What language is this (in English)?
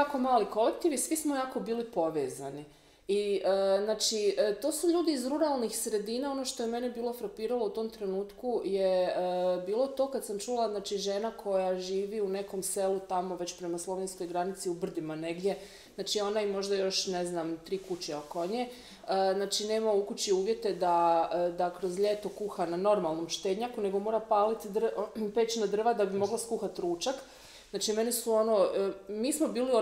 Croatian